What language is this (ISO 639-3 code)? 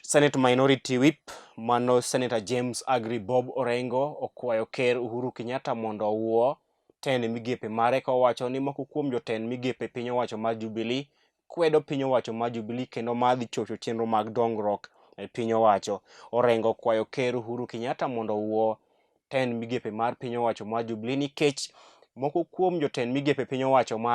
luo